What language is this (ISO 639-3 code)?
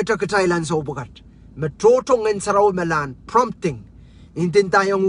pon